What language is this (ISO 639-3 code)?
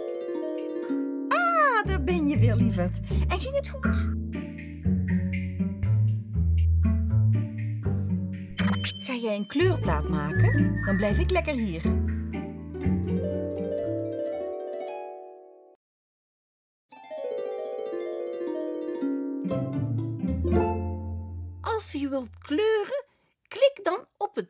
nld